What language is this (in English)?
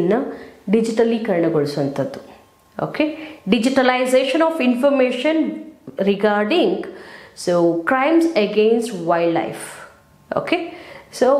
Kannada